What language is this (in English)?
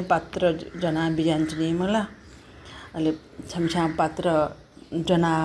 Newari